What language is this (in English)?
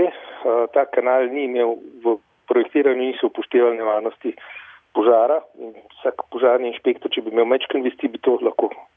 Slovenian